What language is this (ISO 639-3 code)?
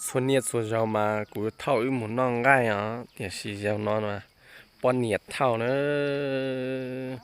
hmn